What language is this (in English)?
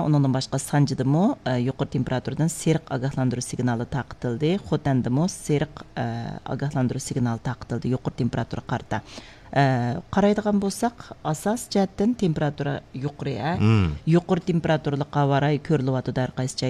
Uyghur